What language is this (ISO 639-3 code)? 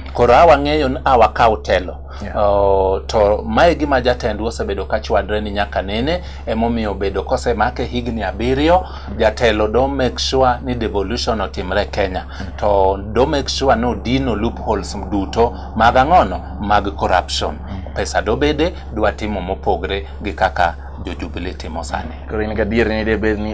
luo